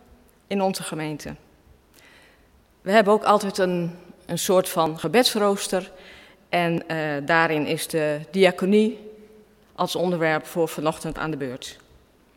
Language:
Dutch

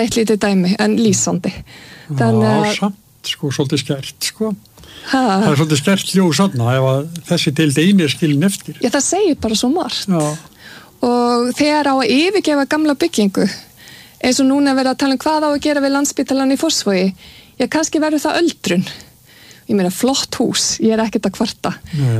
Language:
Icelandic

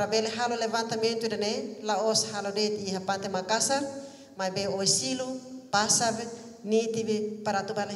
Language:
Tetum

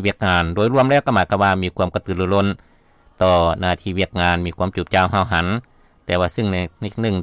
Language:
Lao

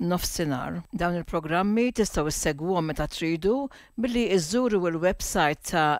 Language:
Maltese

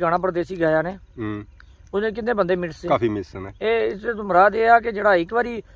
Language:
Pahari-Potwari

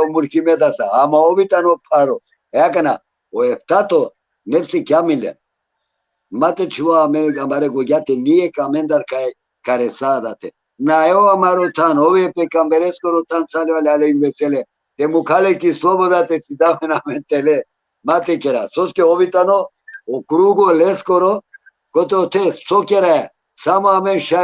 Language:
Balkan Romani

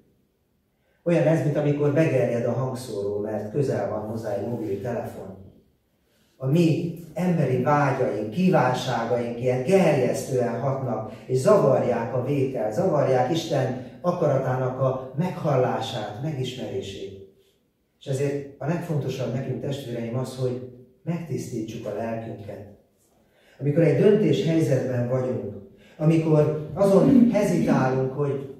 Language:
Hungarian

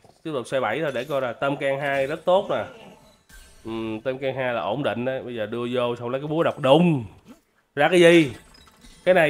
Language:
Vietnamese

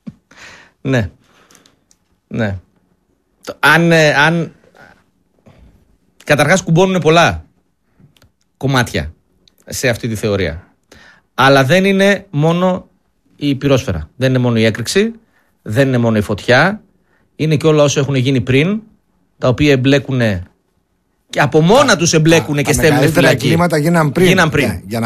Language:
Greek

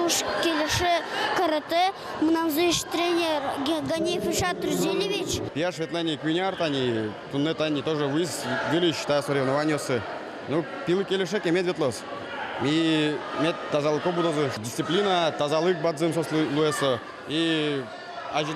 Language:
Udmurt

